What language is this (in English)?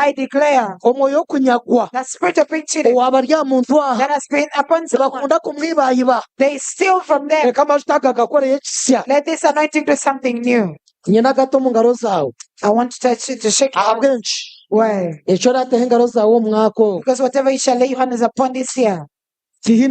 Nyankole